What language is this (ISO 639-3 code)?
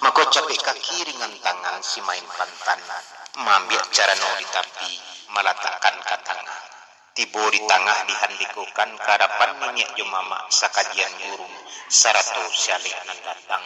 min